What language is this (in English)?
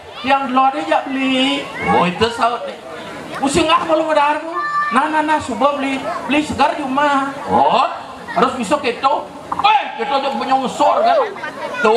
Balinese